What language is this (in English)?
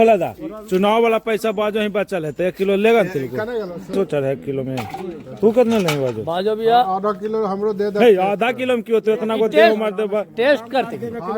Magahi